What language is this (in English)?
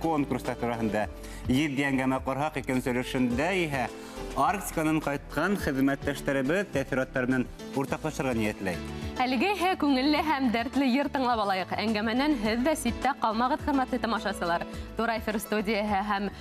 Bashkir